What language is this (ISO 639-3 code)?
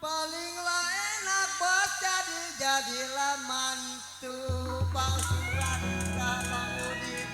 bew